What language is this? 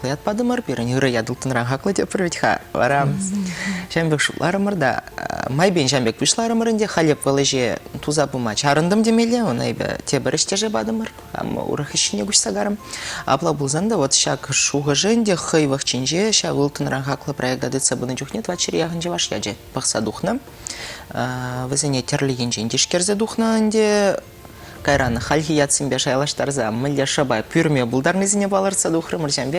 Chuvash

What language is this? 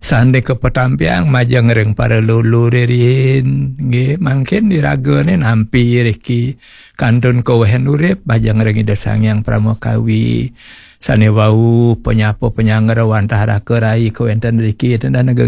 Balinese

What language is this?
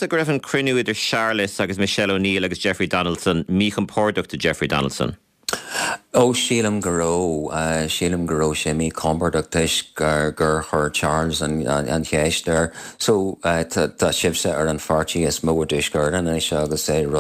Irish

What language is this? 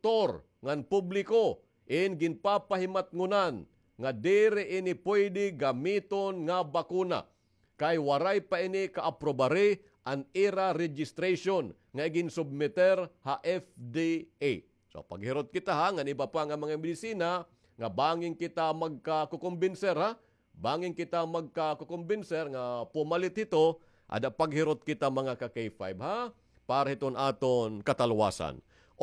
Waray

